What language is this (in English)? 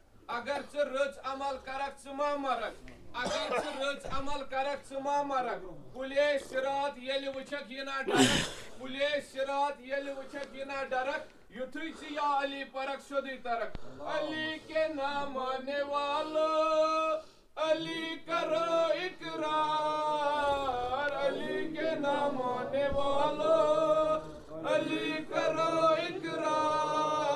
Kashmiri